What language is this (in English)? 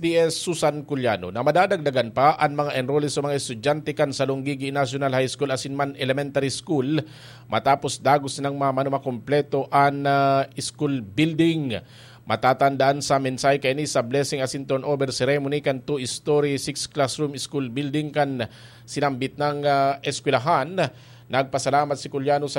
Bikol